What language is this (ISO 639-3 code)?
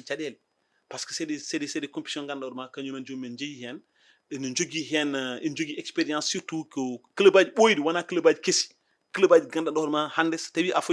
ful